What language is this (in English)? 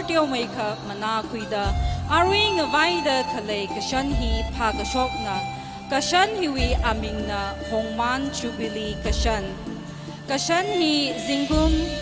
Tangkhul Naga (India)